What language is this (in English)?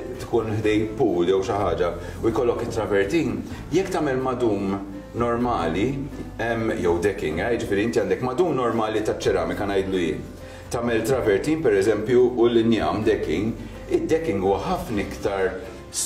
Maltese